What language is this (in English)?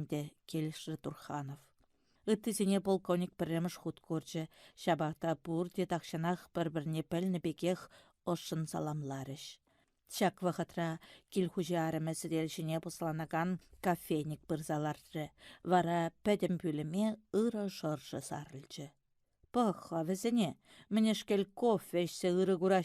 Chuvash